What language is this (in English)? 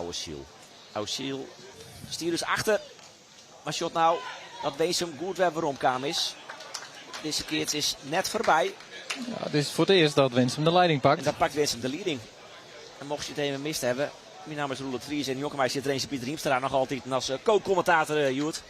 Western Frisian